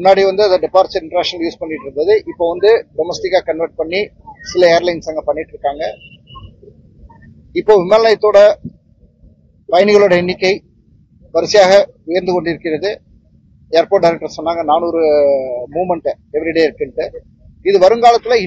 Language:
Tamil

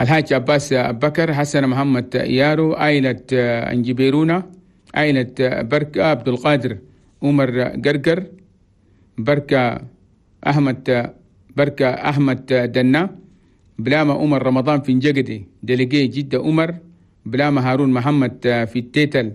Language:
Chadian Arabic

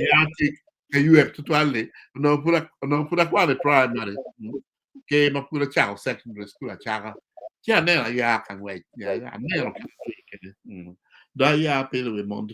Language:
Acoli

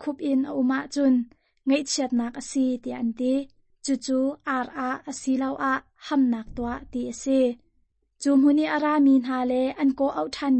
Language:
Hakha Chin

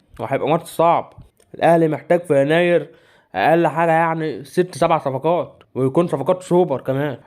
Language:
Egyptian Arabic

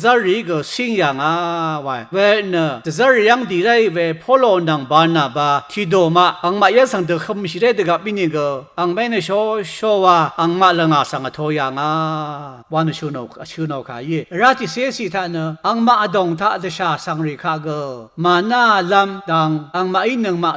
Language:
Rawang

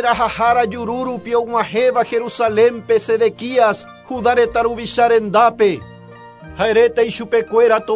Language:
Guarani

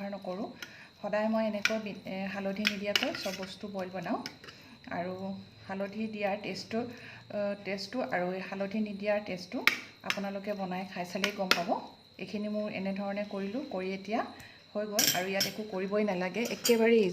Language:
Assamese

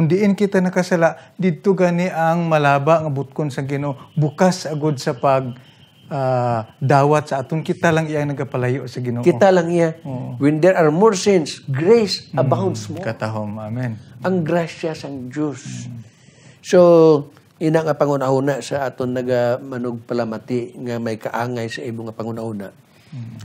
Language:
Hiligaynon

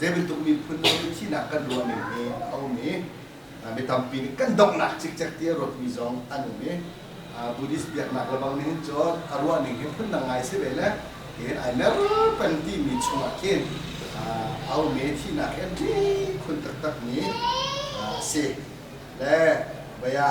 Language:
Hakha Chin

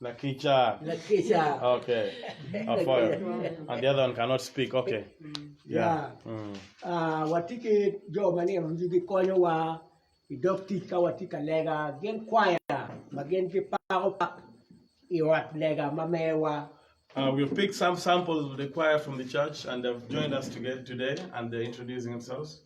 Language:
Acoli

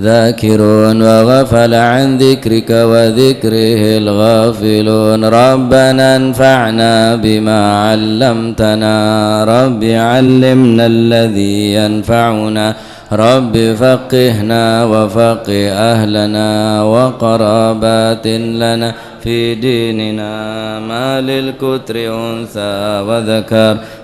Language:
Madurese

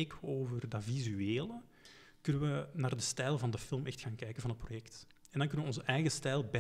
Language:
Dutch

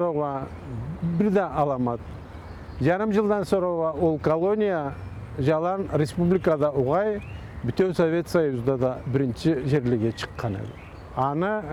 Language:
Karachay-Balkar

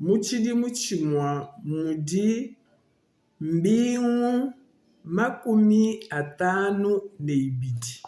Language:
Luba-Lulua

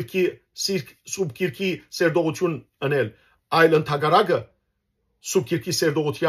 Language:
Western Armenian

